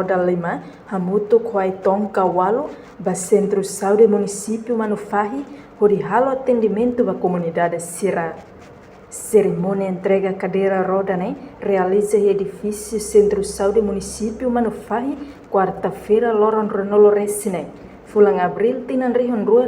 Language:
Tetum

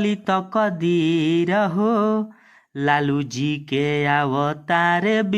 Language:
Bhojpuri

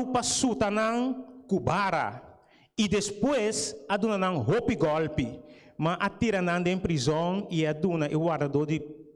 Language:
Papiamento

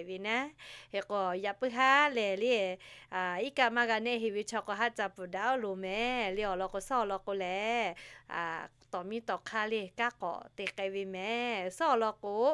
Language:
Lahu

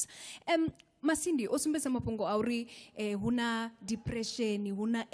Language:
Venda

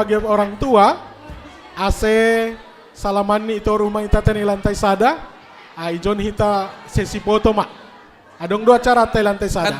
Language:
Batak Simalungun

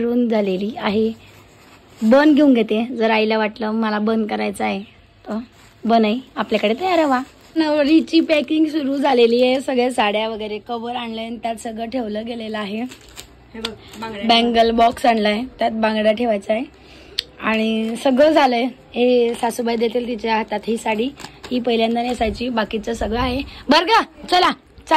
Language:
Marathi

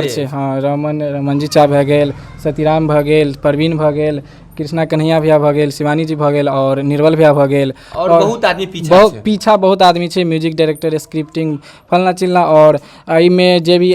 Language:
Maithili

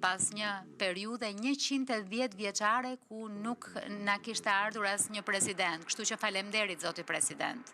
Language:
Albanian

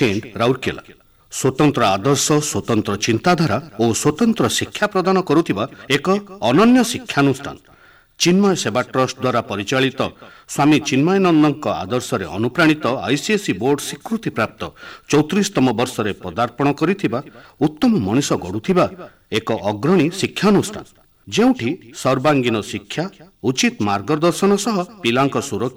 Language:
Odia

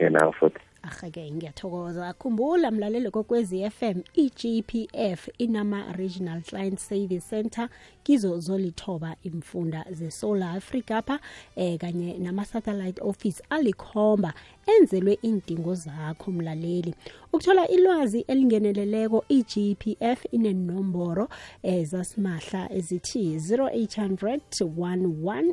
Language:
South Ndebele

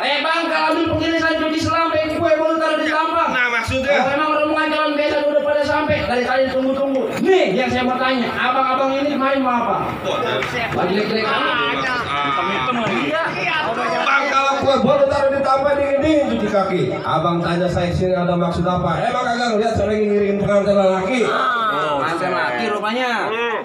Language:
Betawi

